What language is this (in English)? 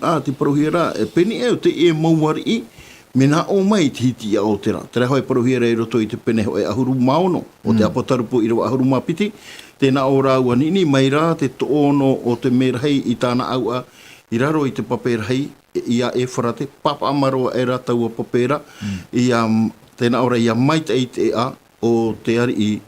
Tahitian